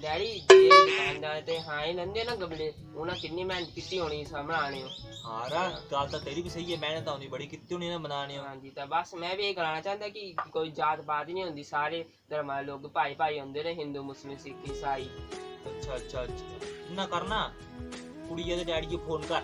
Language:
Dogri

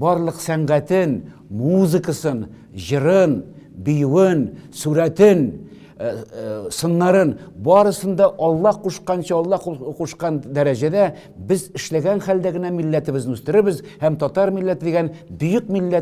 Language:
Tatar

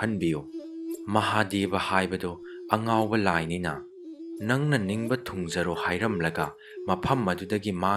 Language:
Manipuri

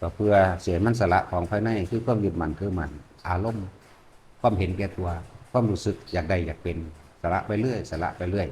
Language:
Northeastern Thai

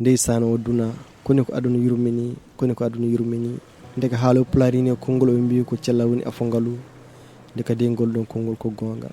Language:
Fula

